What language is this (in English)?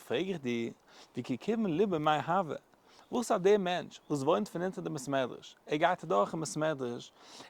Yiddish